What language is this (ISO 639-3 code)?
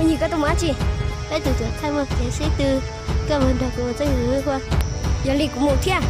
hmn